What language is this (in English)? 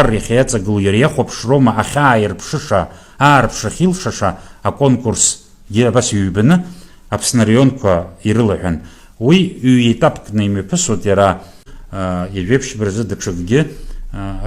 Abkhazian